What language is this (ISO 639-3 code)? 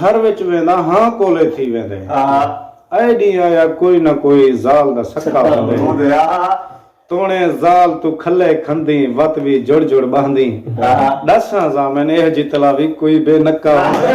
skr